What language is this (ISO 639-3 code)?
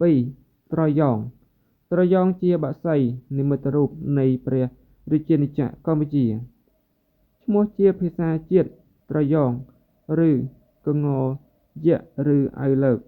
khm